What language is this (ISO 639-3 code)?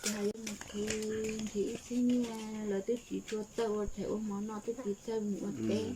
hmn